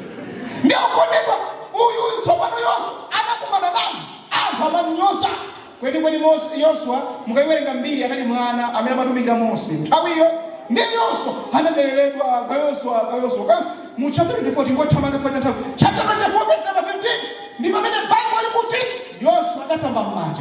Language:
Nyanja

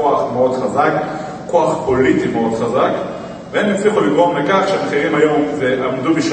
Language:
Hebrew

